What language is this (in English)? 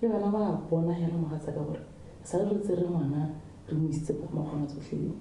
Tswana